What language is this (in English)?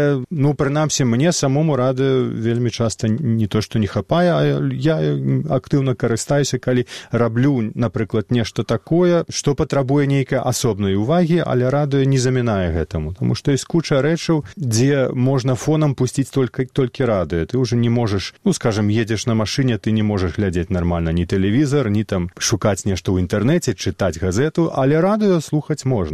Belarusian